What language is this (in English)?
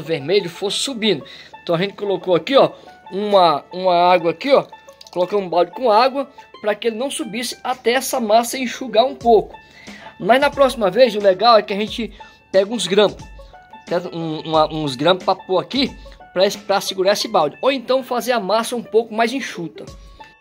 Portuguese